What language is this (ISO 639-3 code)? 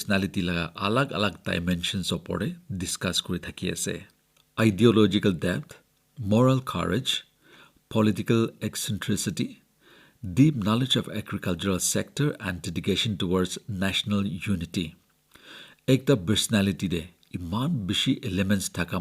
nag